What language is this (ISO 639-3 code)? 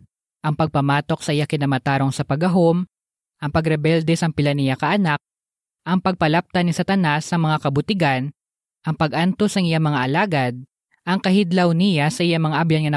hil